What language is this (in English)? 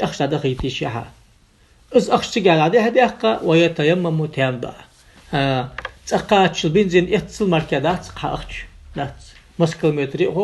Ingush